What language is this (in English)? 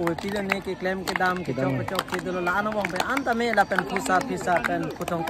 Karbi